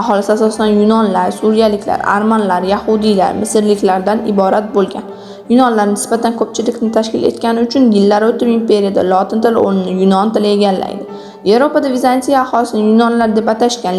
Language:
Uzbek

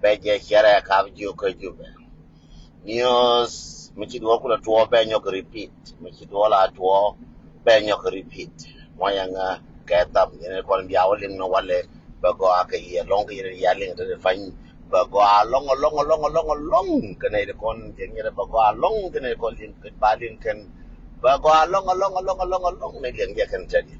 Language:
Nuer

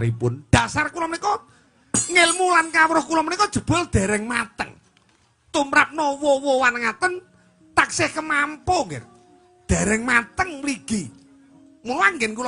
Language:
Javanese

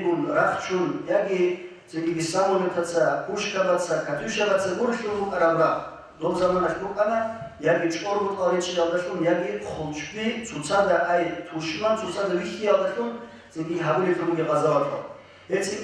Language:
Avaric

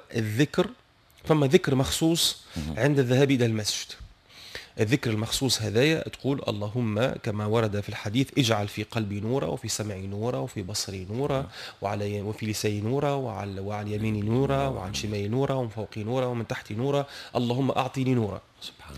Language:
Tunisian Arabic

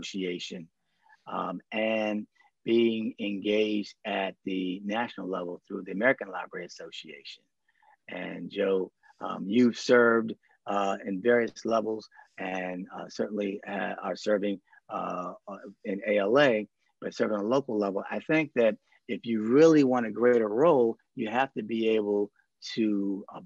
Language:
English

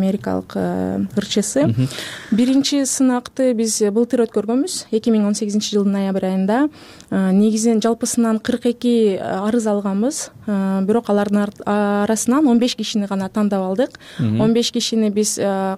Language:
Kyrgyz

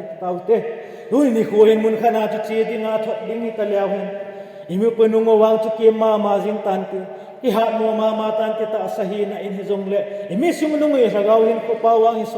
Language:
Thado Chin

